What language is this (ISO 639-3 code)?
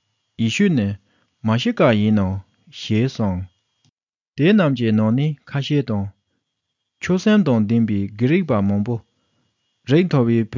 bod